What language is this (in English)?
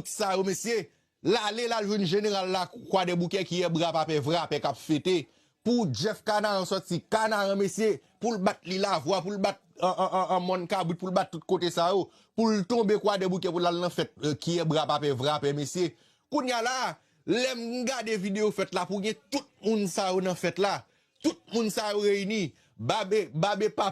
Haitian Creole